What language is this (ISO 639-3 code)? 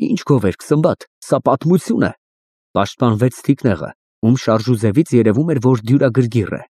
hye